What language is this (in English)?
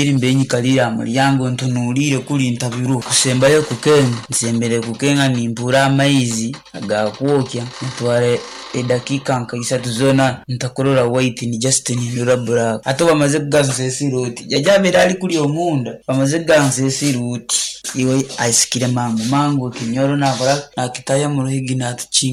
Nyoro